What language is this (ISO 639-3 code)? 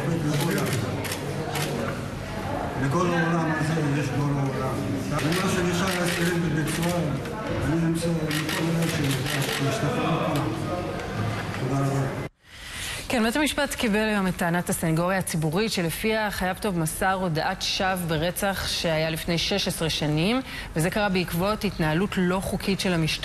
heb